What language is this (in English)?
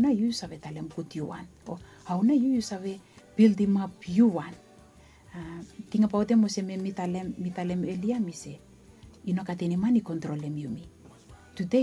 Bislama